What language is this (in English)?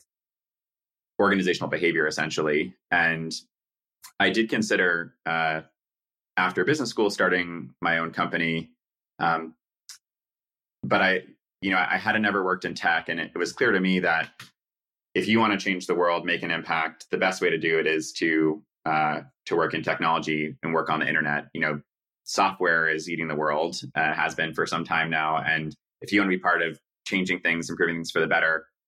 English